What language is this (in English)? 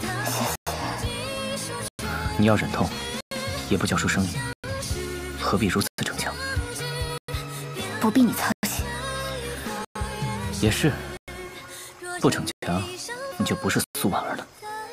Chinese